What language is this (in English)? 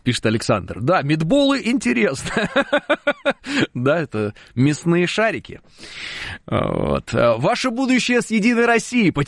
Russian